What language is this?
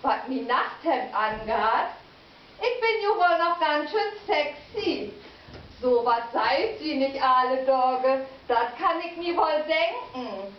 Low German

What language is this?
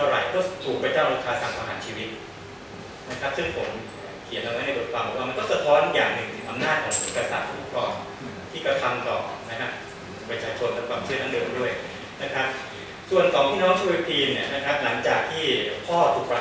Thai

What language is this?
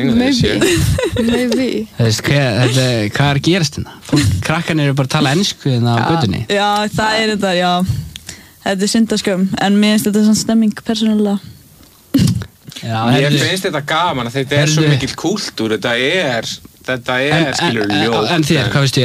Icelandic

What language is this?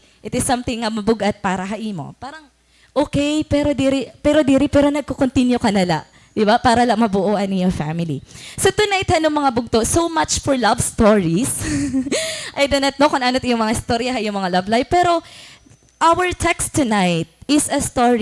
Waray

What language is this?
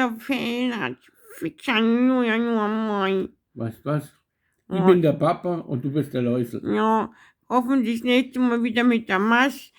Bavarian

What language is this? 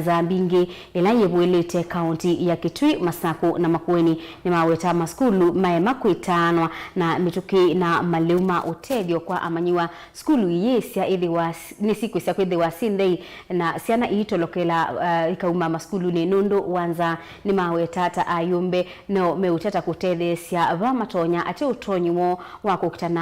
Kamba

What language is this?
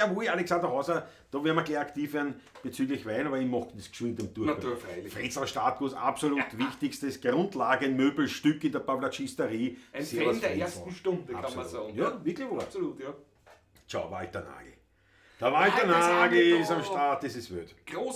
Bavarian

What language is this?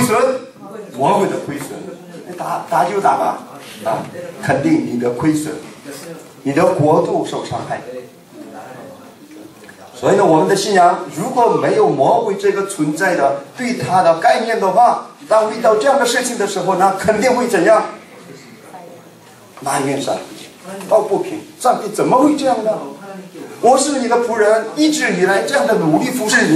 Chinese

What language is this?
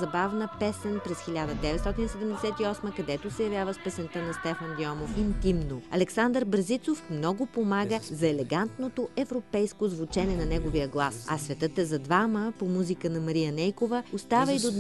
Bulgarian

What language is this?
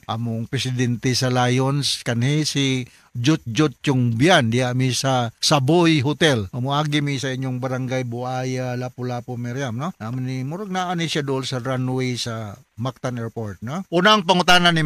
Cebuano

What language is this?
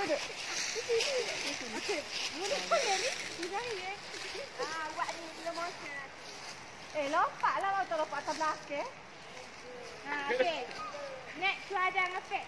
Malay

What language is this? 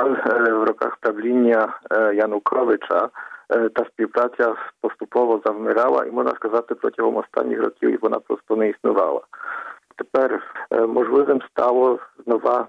Ukrainian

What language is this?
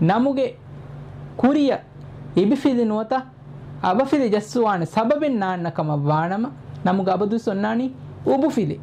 Divehi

